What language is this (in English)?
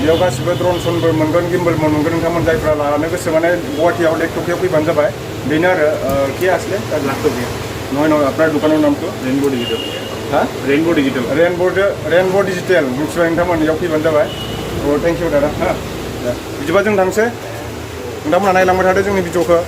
Bodo